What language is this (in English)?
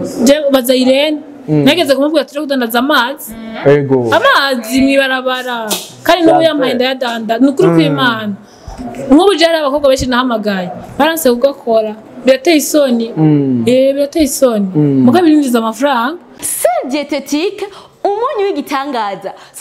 Rundi